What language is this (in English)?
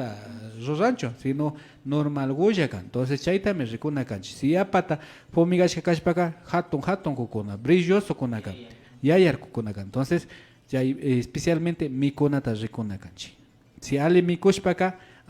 Imbabura Highland Quichua